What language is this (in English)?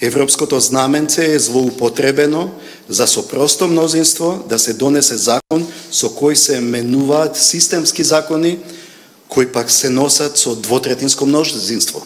Macedonian